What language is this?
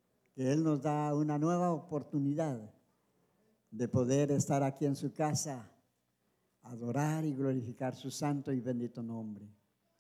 Spanish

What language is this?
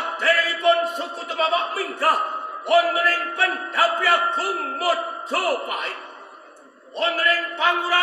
Javanese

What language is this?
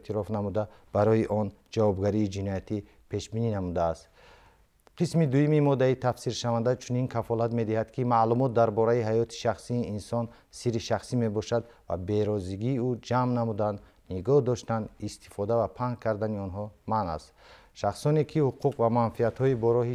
Tajik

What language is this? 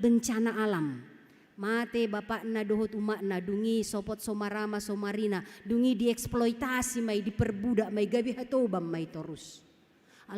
Batak Toba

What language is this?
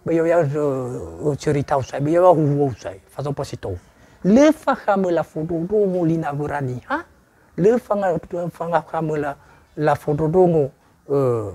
Nias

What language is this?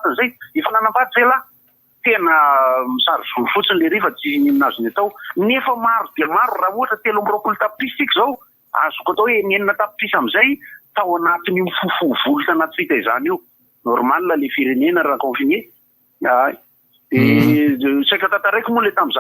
Malagasy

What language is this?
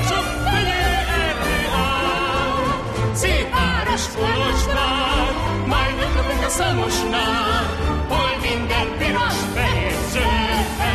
Hungarian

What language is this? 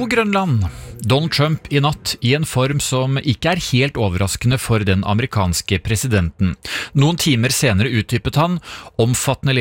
Norwegian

